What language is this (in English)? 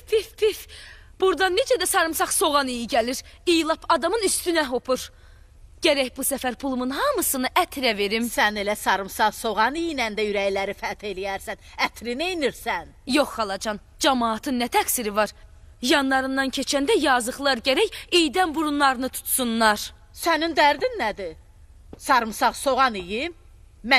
Azerbaijani